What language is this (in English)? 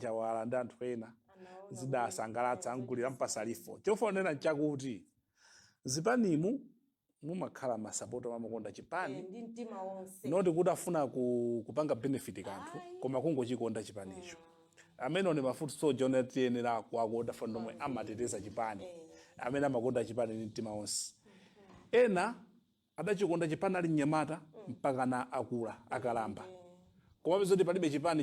Nyanja